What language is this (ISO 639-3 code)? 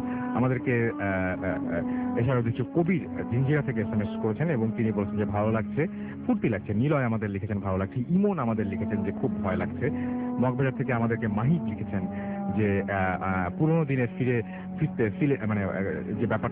ben